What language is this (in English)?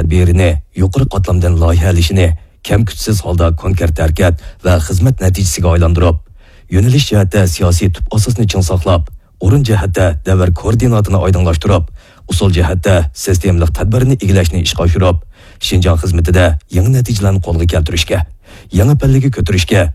Uyghur